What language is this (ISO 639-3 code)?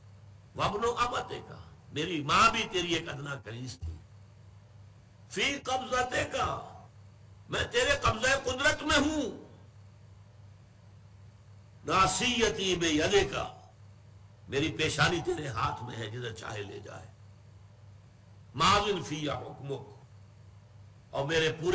urd